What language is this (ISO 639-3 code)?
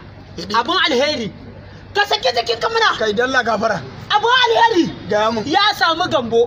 hau